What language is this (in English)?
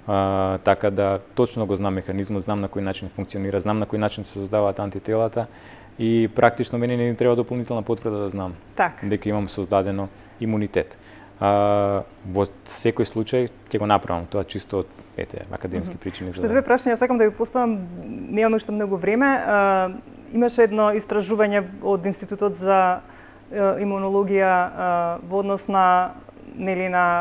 Macedonian